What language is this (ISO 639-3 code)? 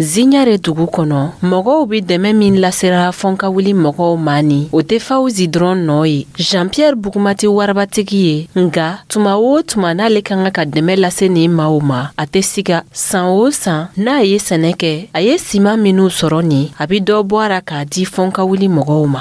dyu